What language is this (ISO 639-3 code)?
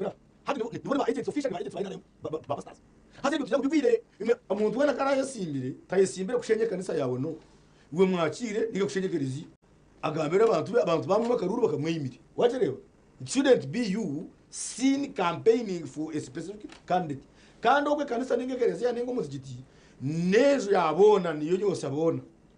nyn